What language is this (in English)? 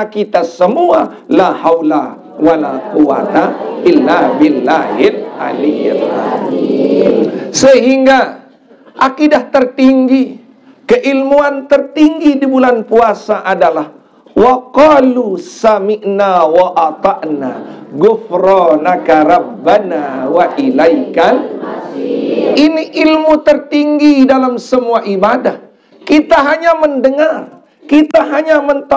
Sasak